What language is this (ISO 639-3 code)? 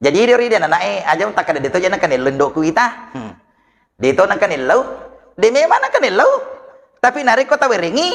bug